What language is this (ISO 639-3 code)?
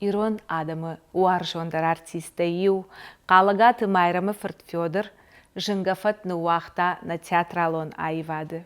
oss